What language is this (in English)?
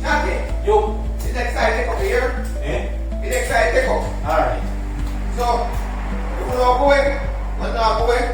Jamaican Creole English